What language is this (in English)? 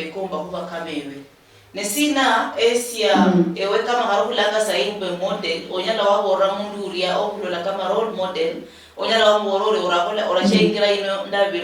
Luyia